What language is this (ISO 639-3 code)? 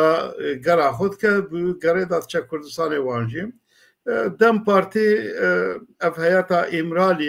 kur